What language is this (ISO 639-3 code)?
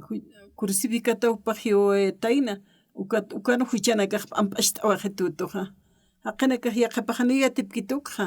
aym